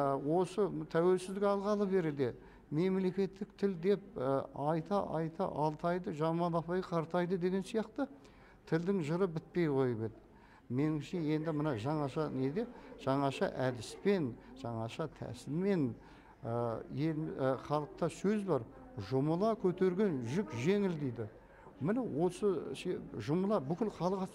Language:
Kazakh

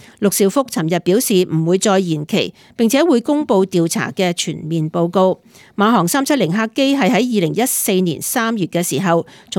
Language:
Cantonese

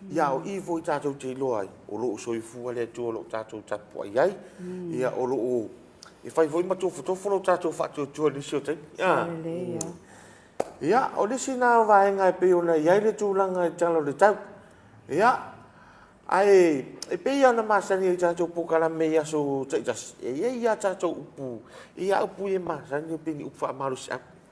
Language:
Samoan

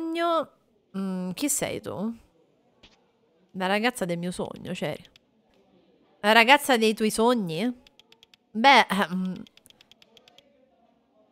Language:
Italian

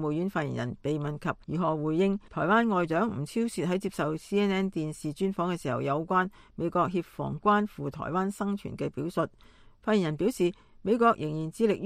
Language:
Cantonese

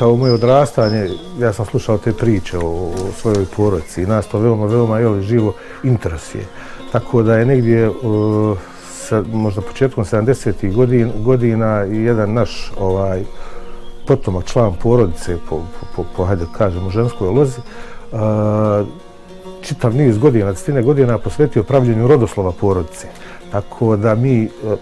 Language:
Bosnian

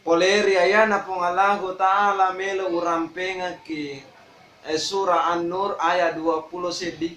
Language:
Buginese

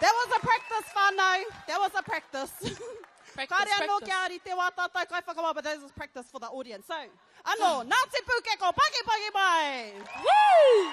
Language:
Māori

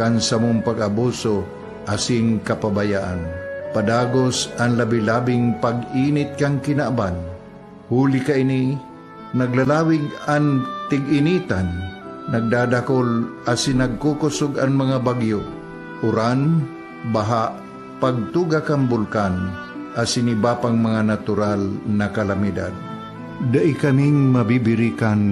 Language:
Bikol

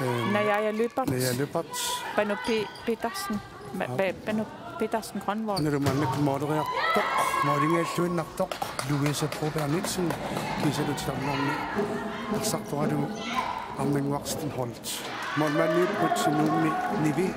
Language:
Kalaallisut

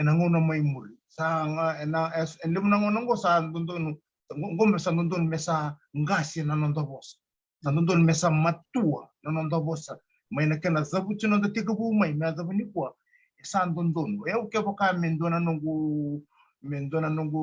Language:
Fijian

